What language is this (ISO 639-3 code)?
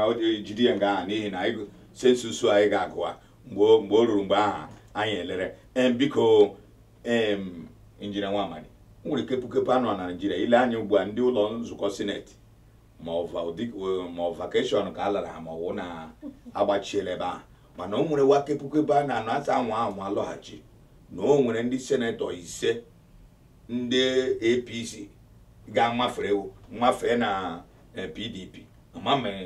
ibo